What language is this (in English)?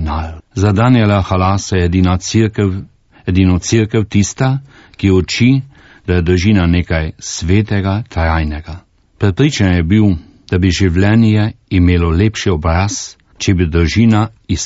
Slovenian